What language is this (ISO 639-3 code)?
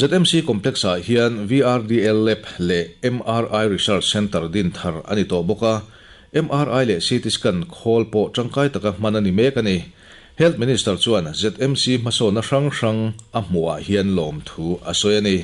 lus